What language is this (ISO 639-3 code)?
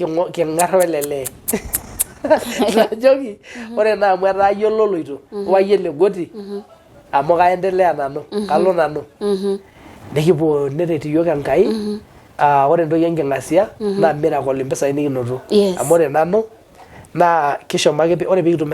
mas